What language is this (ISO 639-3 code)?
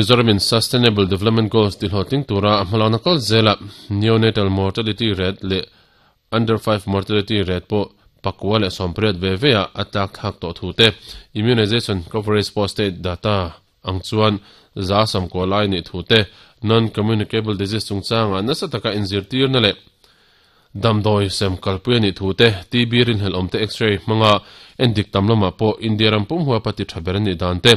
lus